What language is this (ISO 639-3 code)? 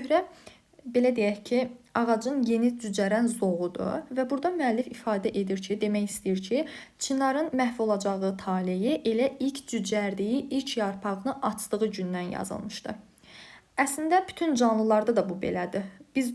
aze